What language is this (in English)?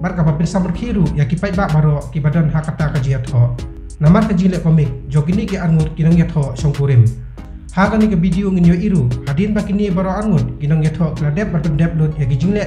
Khasi